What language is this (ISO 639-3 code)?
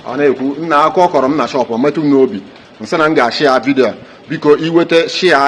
ibo